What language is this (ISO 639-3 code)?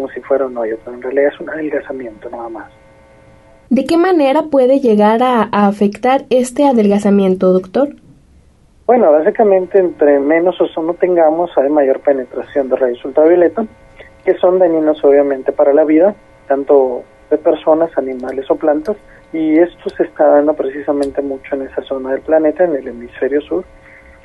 spa